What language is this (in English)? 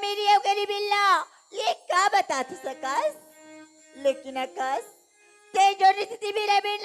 Chhattisgarhi